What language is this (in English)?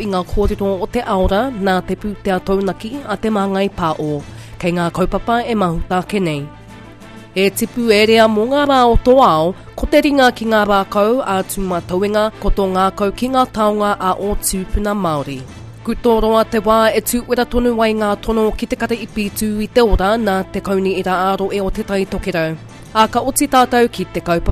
Māori